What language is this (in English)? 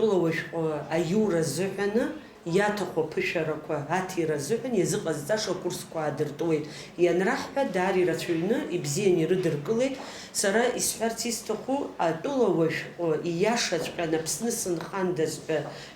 Abkhazian